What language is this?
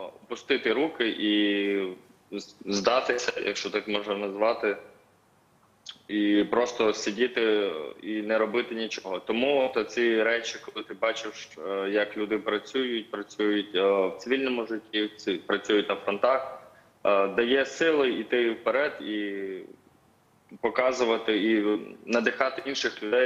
Ukrainian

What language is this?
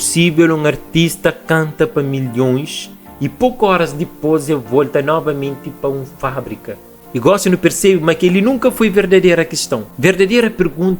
Kabuverdianu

